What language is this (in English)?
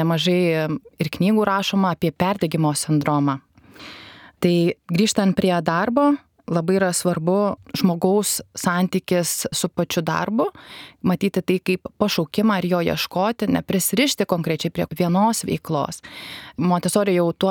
Lithuanian